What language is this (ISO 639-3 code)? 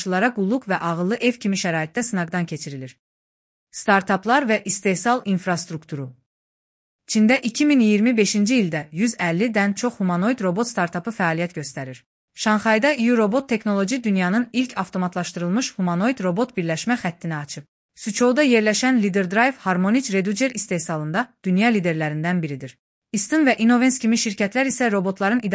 aze